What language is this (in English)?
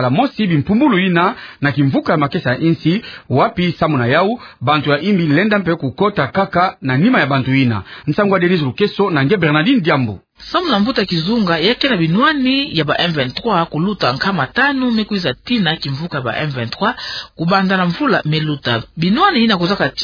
Kituba (Democratic Republic of Congo)